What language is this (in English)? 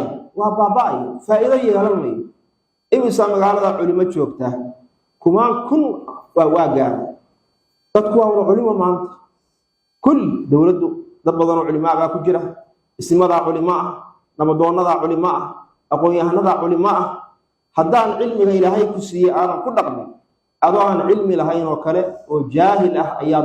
Somali